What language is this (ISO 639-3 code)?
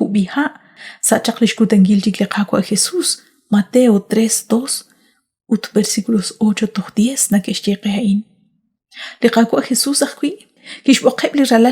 kek